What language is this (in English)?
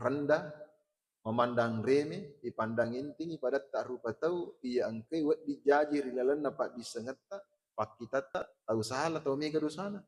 Buginese